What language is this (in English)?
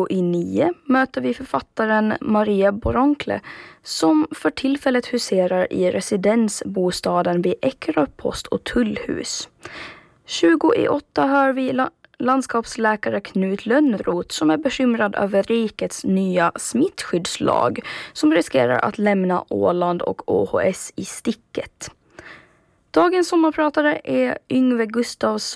Swedish